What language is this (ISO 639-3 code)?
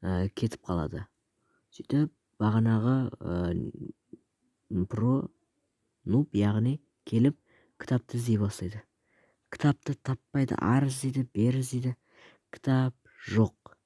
kaz